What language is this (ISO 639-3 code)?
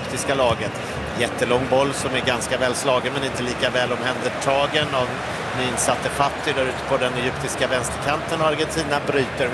swe